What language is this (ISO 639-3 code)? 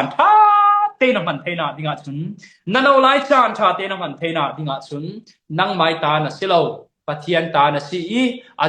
cfm